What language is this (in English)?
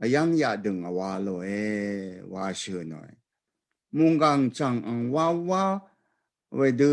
Rawang